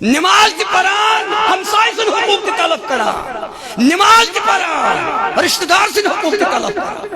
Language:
Kashmiri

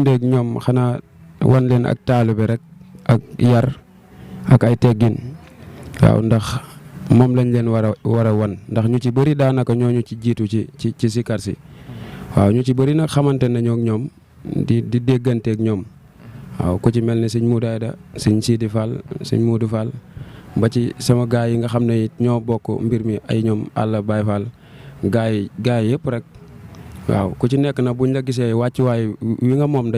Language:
Wolof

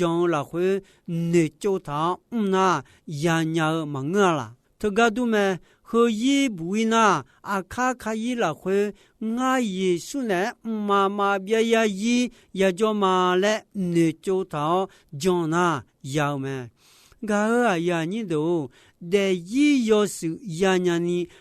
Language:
Akha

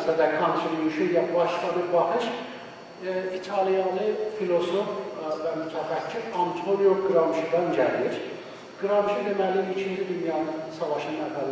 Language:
South Azerbaijani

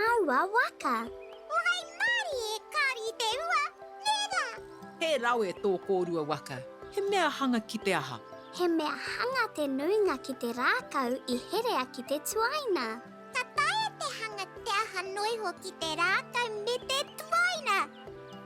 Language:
Māori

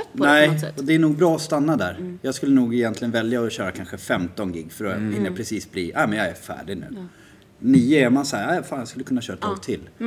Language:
Swedish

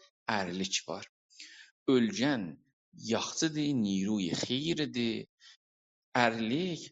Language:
South Azerbaijani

